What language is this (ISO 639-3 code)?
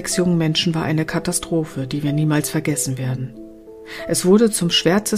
deu